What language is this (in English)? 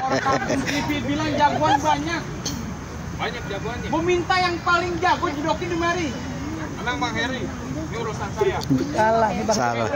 Betawi